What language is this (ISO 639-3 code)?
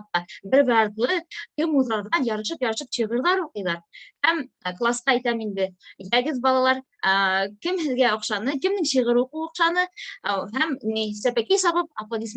bak